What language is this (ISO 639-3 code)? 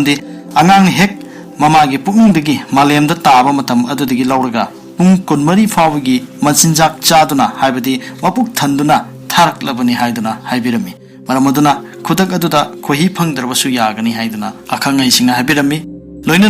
mni